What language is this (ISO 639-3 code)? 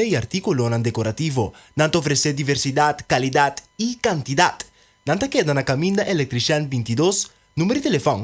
pap